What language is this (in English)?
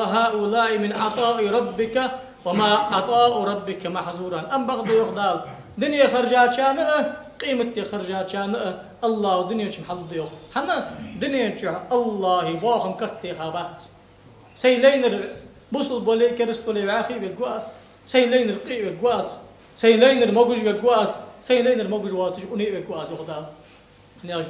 Ingush